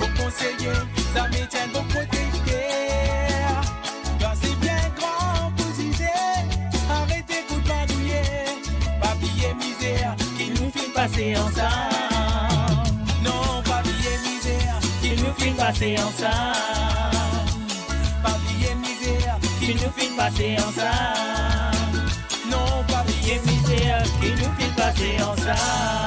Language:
Morisyen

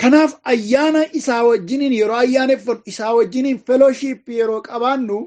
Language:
Oromo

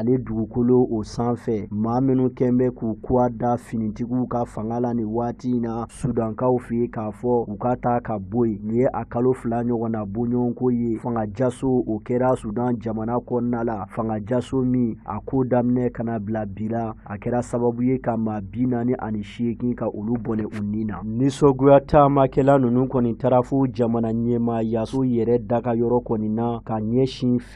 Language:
Bambara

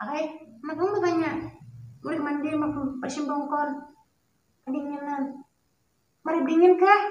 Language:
Banjar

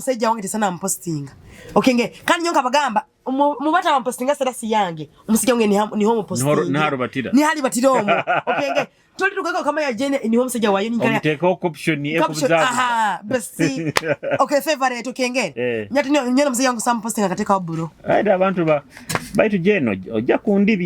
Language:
Nyoro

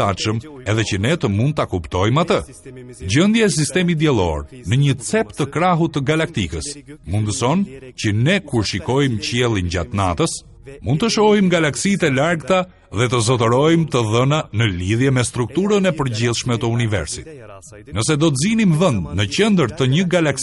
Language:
Albanian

